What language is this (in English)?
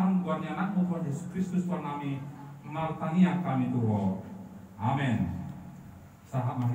Batak Toba